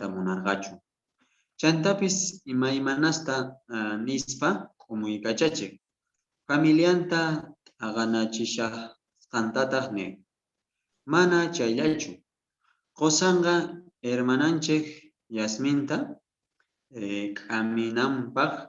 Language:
South Bolivian Quechua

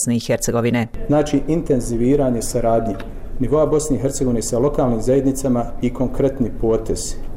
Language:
Bosnian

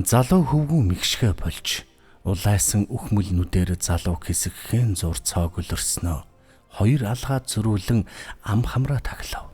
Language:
Mongolian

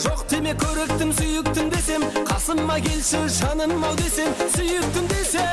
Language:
Kara-Kalpak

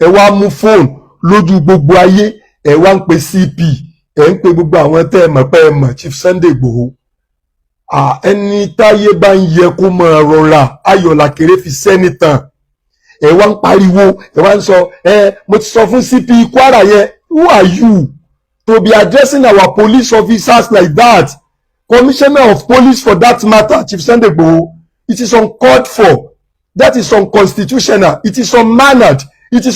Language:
Yoruba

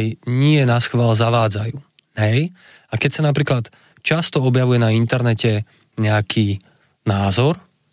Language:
Slovak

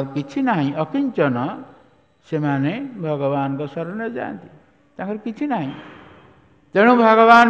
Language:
Odia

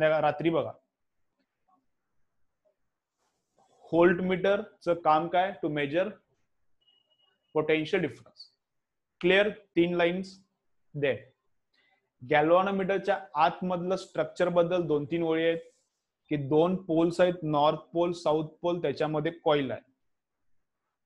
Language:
Marathi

